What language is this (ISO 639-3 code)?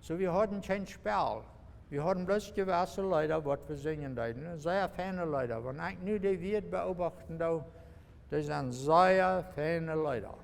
pdt